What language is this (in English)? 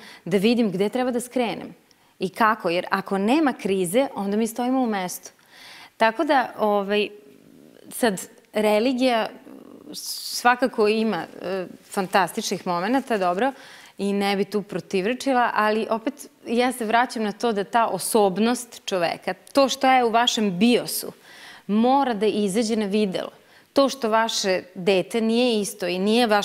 Serbian